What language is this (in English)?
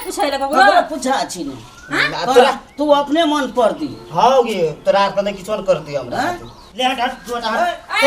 Maithili